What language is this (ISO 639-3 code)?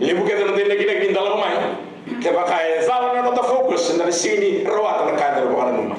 fij